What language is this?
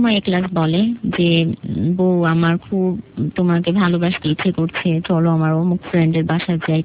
Bangla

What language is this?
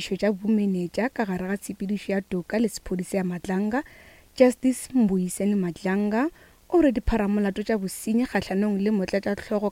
Northern Sotho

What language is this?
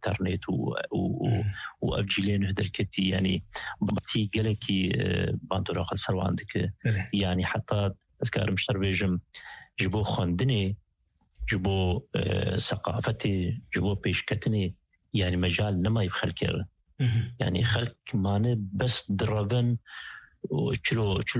Kurdish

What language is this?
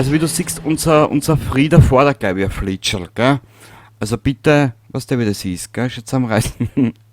Bavarian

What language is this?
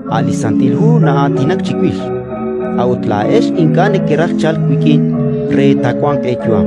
Kekchí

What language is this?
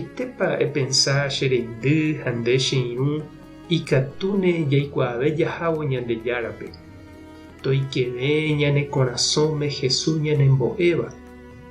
Guarani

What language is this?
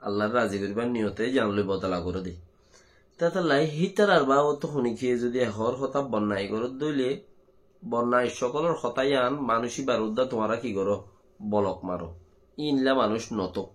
Rohingya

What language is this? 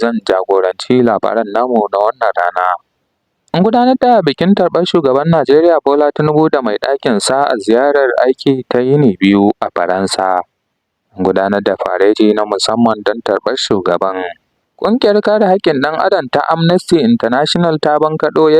Hausa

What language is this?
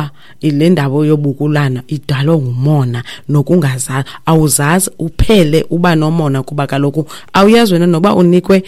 Xhosa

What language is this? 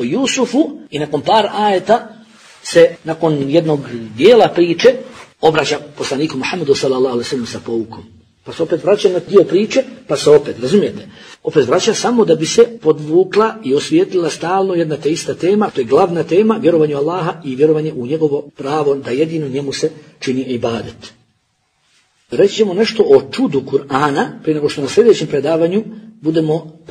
Bosnian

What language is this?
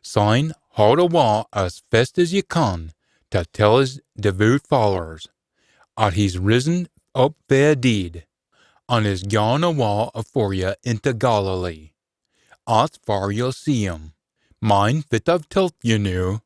Scots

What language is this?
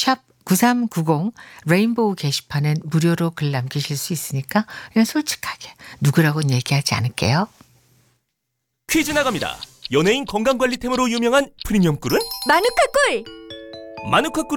Korean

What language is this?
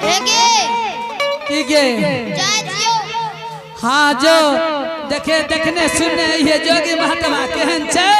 Angika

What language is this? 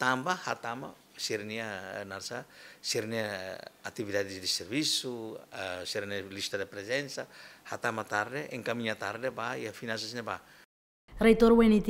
Tetum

